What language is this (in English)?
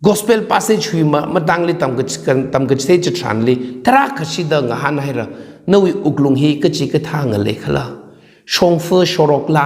Tangkhul Naga (India)